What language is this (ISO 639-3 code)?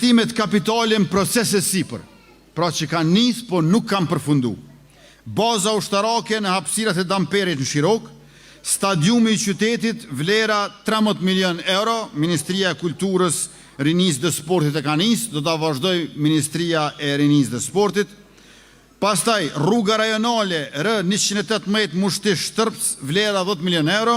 sqi